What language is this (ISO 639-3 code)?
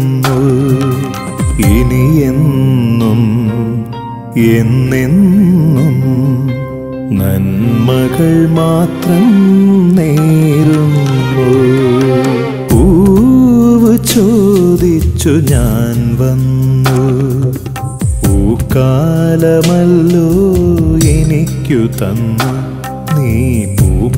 mal